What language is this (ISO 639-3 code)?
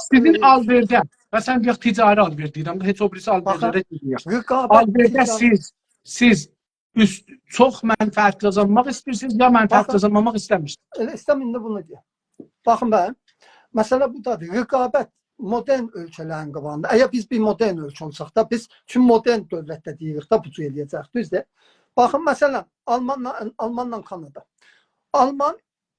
azb